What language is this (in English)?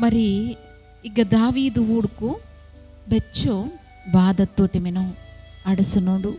Koya